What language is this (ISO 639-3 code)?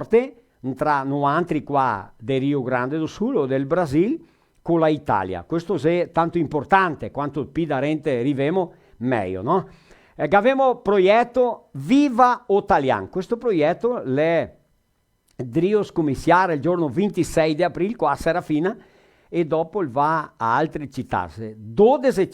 vec